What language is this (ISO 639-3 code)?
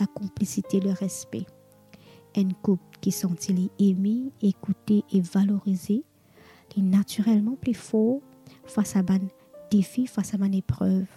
mfe